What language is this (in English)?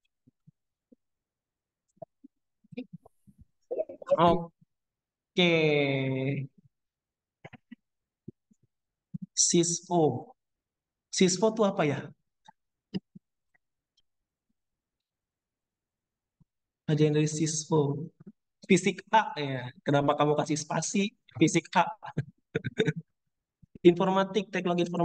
Indonesian